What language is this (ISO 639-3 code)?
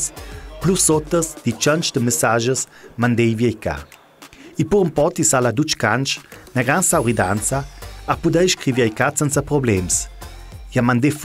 lld